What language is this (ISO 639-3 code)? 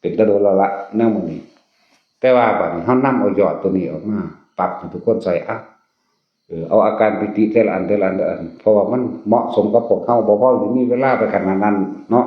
tts